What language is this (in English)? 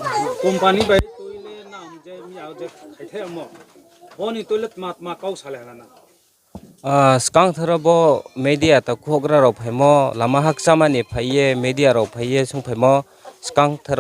Riang (India)